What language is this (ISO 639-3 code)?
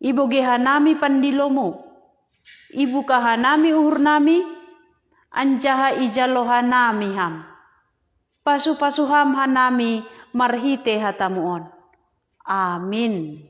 bts